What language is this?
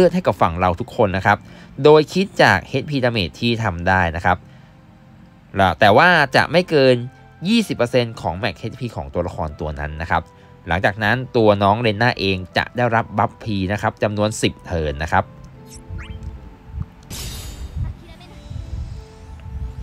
Thai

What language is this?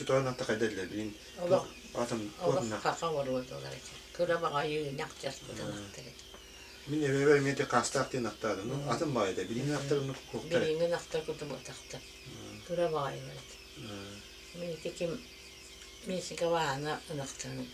Yakut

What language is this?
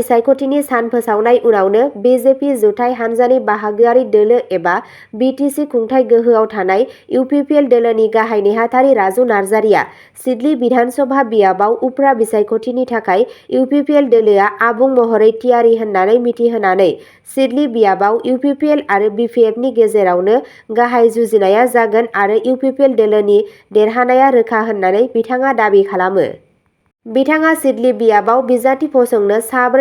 Bodo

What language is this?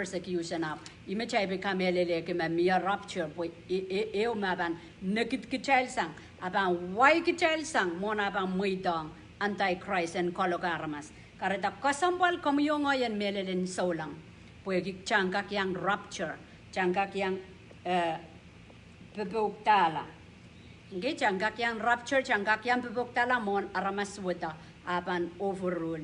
Pohnpeian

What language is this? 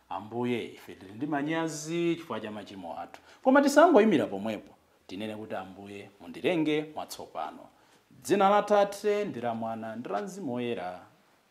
Nyanja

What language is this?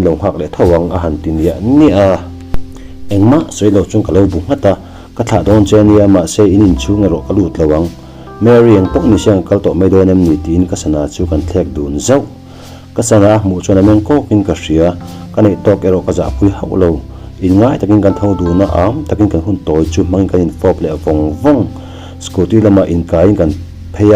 Mizo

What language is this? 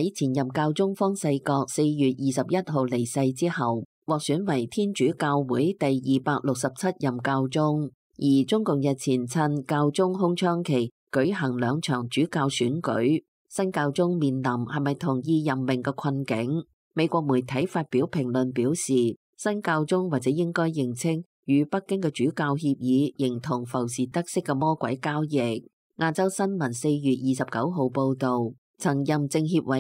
Cantonese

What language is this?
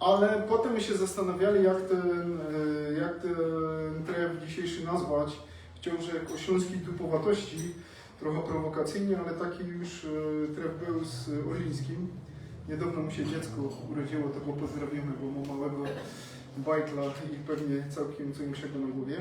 Silesian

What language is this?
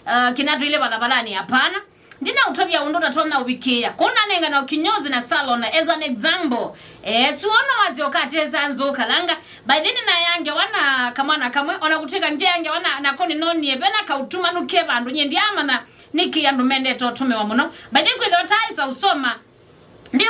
Kamba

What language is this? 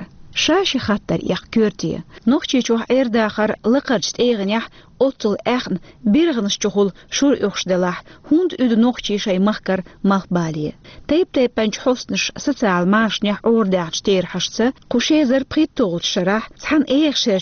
Chechen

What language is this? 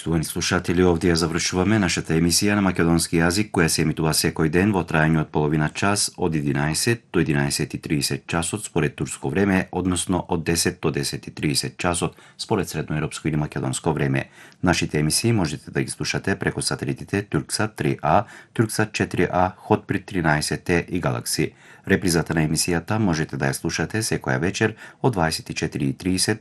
Macedonian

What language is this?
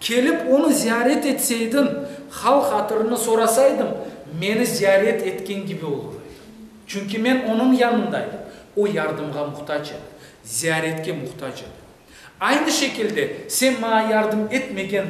Crimean Tatar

